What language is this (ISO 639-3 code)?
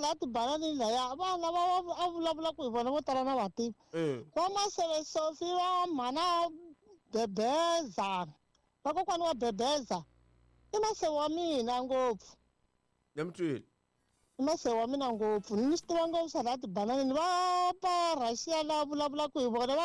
tso